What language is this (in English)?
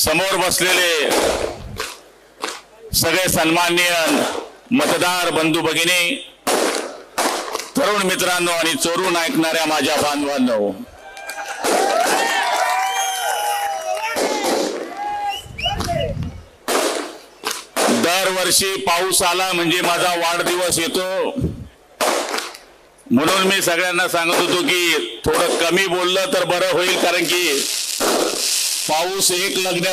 Marathi